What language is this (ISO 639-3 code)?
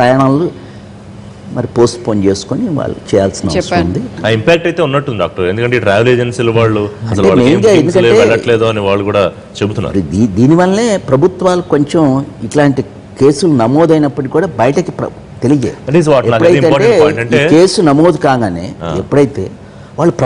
tel